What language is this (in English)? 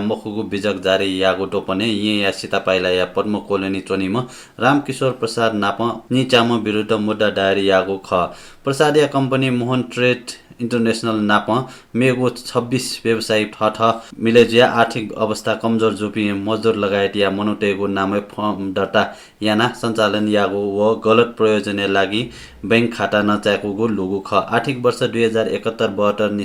Newari